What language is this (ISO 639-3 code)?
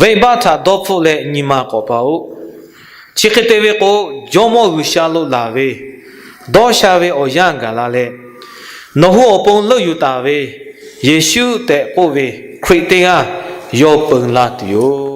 lhu